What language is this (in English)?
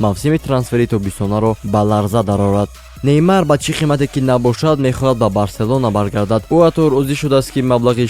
Tajik